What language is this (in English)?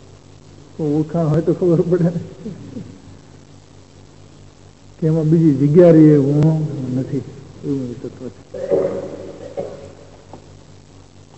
Gujarati